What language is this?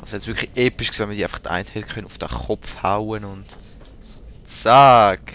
Swiss German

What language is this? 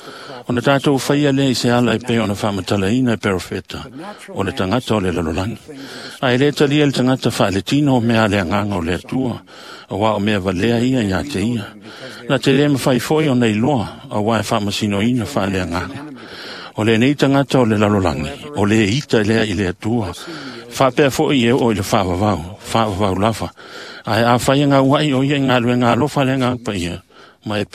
Samoan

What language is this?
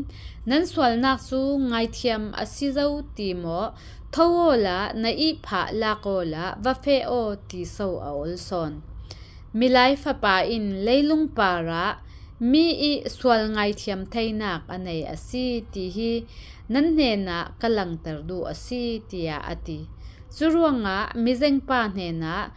Falam Chin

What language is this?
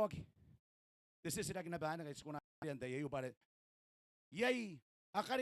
Gilbertese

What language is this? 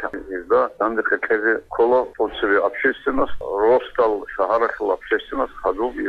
Avaric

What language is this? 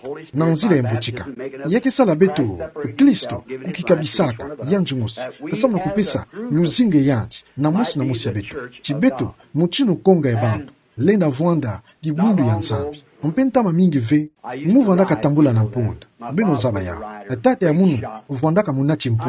Kituba (Democratic Republic of Congo)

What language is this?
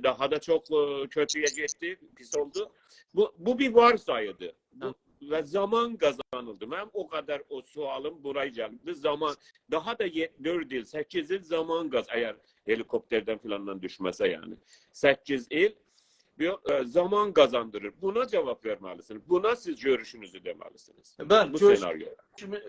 South Azerbaijani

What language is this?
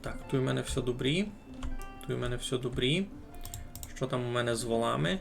Rusyn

